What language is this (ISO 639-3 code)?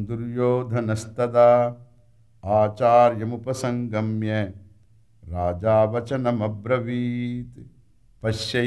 san